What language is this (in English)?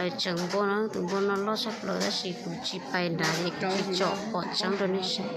Hmong